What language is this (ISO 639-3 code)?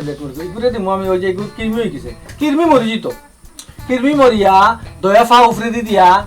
syl